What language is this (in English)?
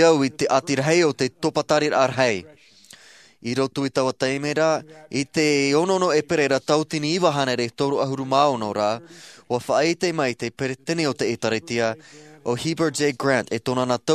Tahitian